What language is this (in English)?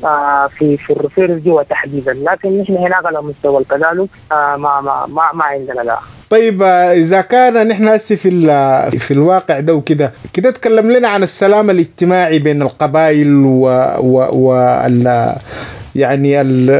Sudanese Arabic